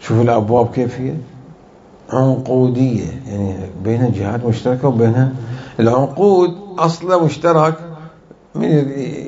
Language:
Mesopotamian Arabic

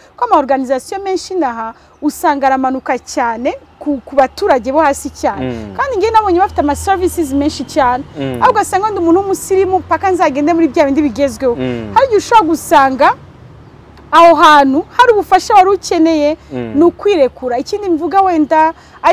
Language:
Kinyarwanda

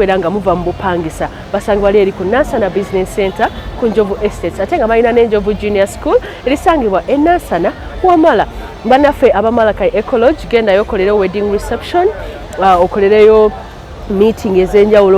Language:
Ganda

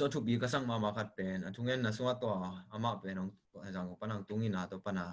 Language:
Tedim Chin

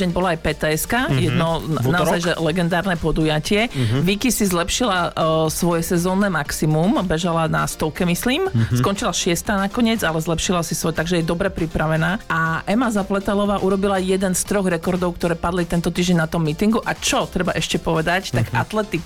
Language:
Slovak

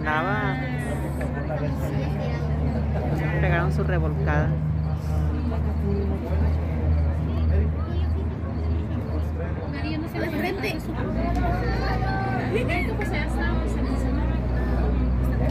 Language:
Spanish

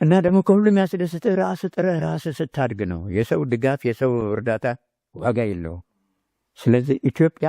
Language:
Amharic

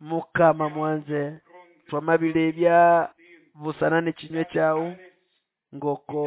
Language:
Nande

